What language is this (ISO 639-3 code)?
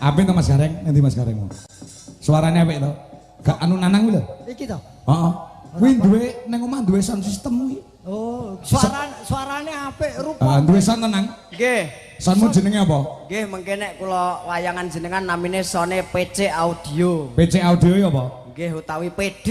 jav